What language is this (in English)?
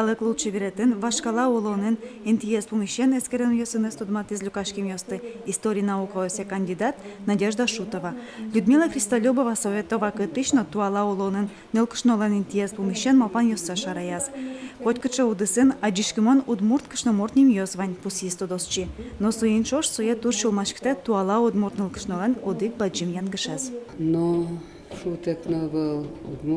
Udmurt